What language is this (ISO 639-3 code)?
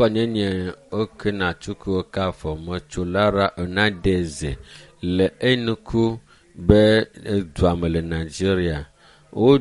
ewe